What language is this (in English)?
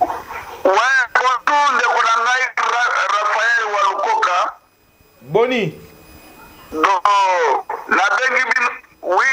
Lingala